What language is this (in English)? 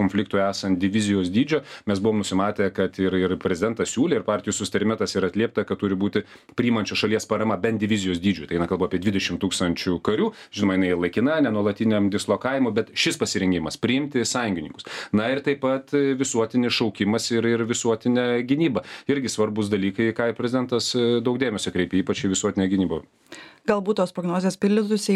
Lithuanian